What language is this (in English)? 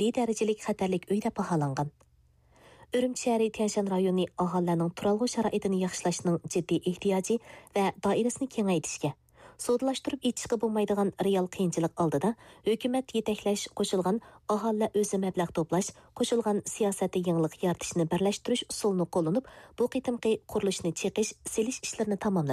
Uyghur